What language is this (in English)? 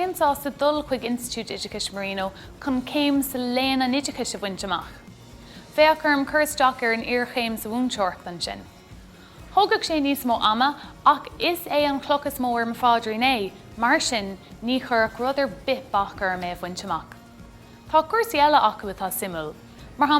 Irish